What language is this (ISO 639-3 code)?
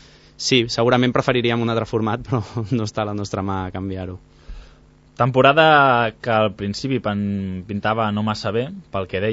cat